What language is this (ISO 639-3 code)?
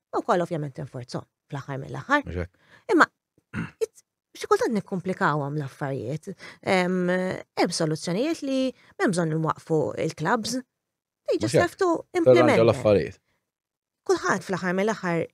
mlt